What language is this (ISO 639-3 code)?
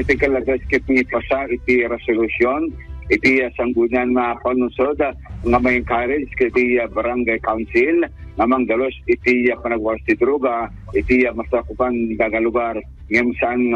ilo